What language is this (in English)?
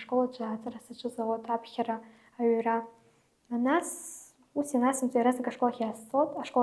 Abkhazian